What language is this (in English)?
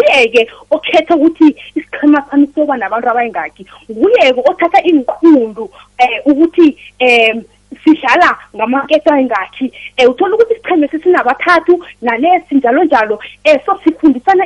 South Ndebele